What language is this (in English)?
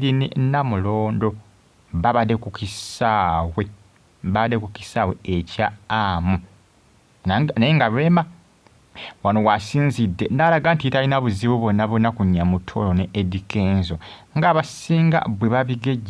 Ganda